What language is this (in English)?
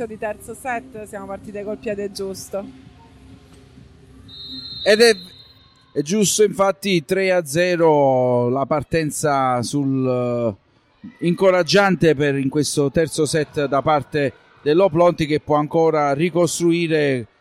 Italian